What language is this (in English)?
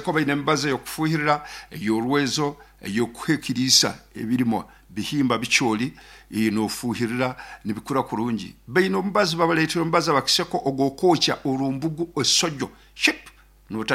Nyoro